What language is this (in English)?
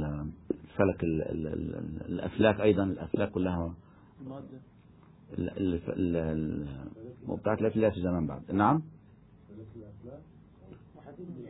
Arabic